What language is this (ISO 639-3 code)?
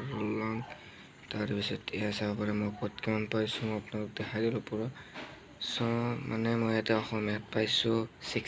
asm